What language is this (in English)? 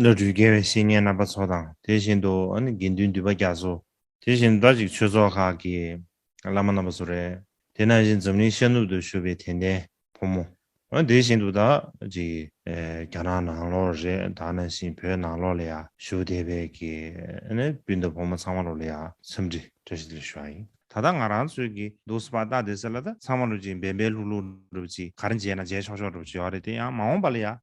Tibetan